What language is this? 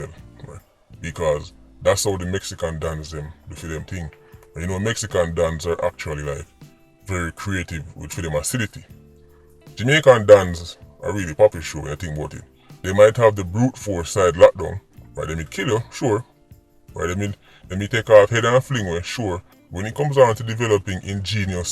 Jamaican Creole English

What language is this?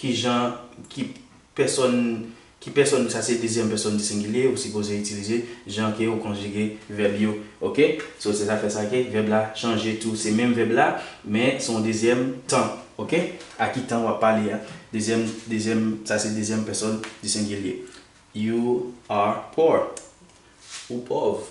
Haitian Creole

